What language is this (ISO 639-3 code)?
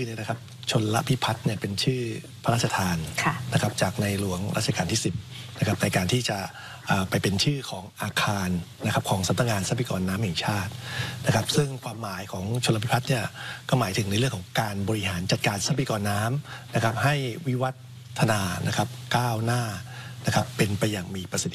tha